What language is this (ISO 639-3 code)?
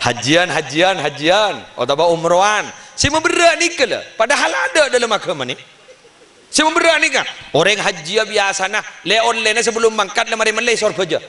mad